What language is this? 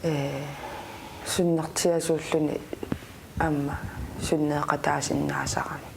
Kalaallisut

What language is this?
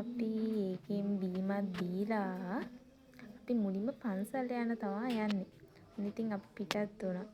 Sinhala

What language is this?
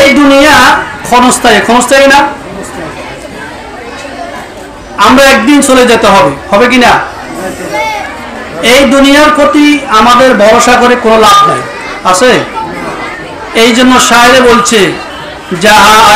Bangla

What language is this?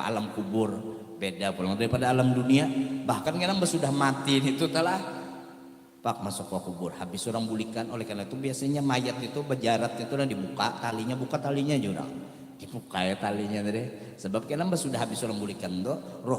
Banjar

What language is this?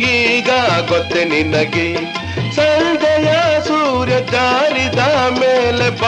Kannada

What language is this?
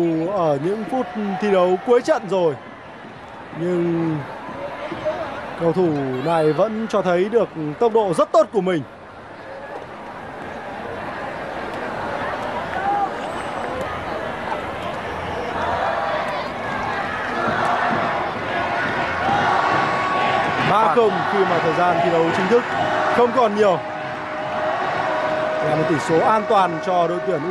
Vietnamese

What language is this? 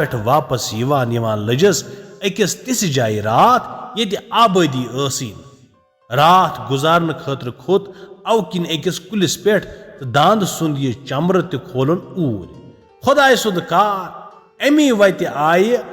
Kashmiri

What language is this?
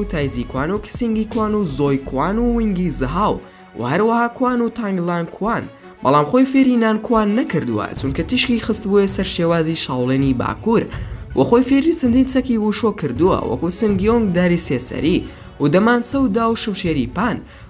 Central Kurdish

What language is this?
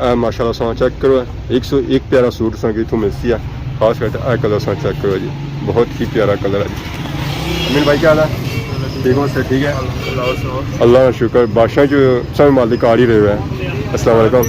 Pahari-Potwari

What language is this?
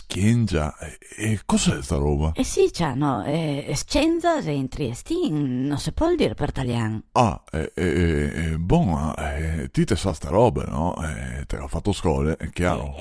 Venetian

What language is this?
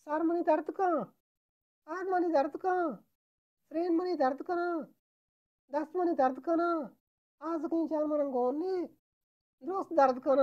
Eastern Balochi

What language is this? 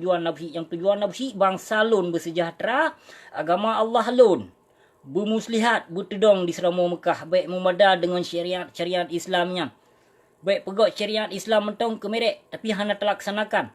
Achinese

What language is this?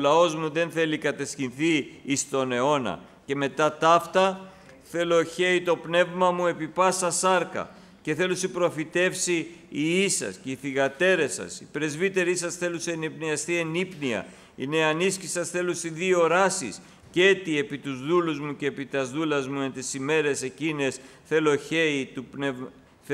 Greek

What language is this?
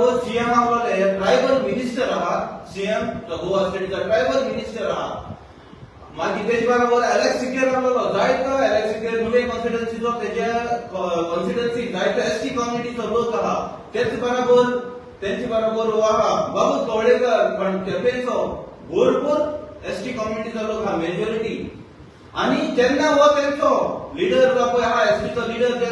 Konkani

